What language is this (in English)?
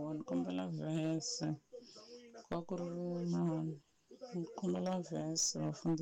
Tsonga